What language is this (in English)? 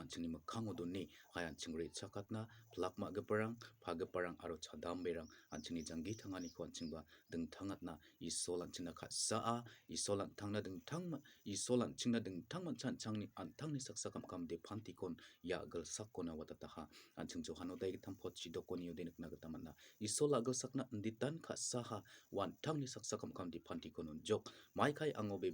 Garo